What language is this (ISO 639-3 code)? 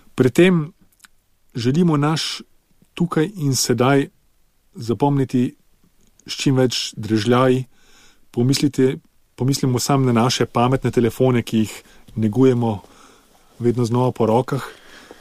slv